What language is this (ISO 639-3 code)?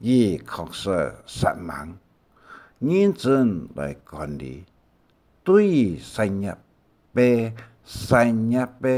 hak